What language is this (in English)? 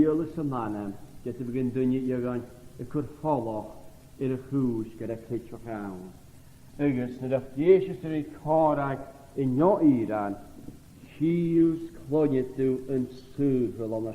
Scottish Gaelic